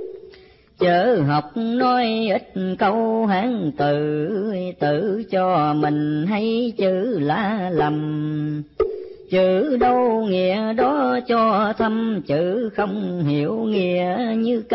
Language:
Vietnamese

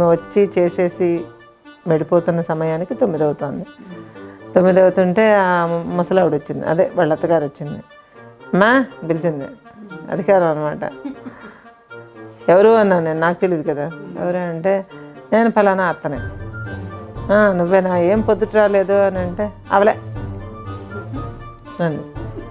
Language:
Telugu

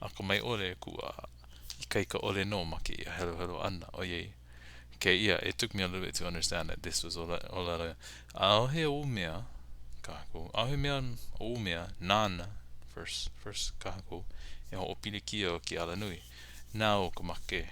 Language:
Hawaiian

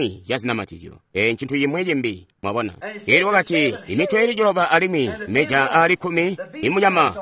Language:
Tonga (Zambia)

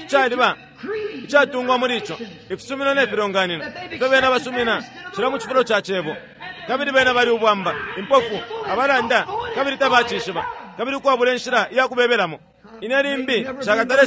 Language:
Bemba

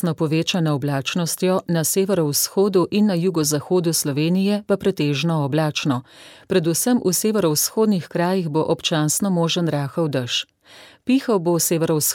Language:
Slovenian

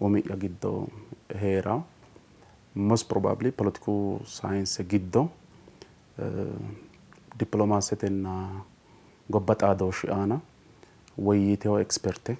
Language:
Sidamo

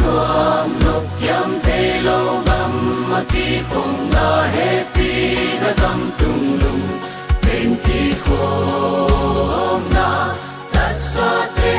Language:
Paite Chin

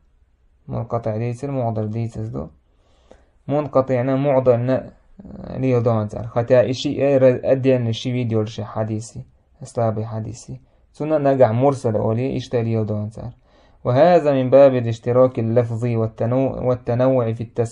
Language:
Chechen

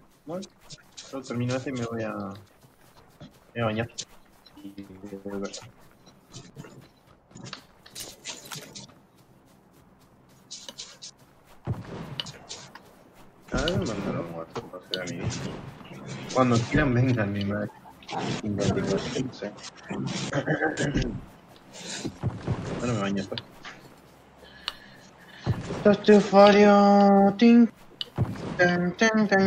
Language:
Spanish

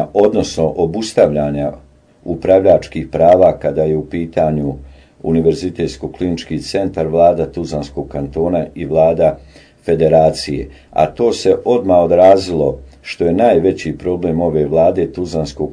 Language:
Bosnian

